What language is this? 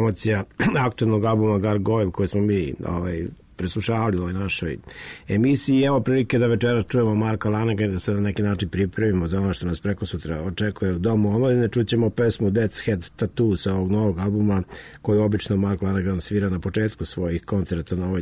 Serbian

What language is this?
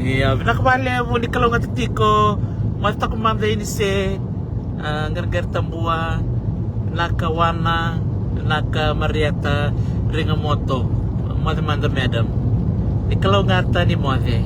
Fijian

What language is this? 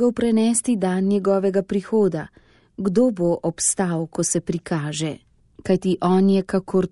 Slovenian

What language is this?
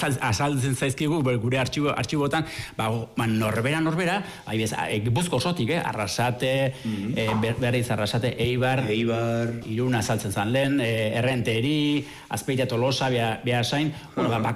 Basque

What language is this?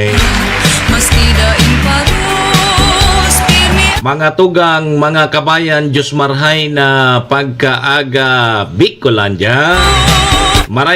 Bikol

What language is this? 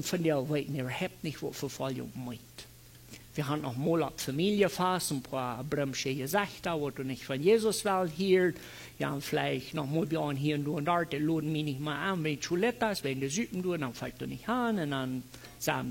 Plautdietsch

